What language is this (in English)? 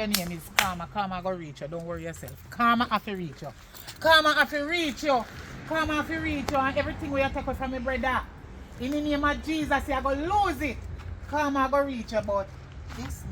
Jamaican Creole English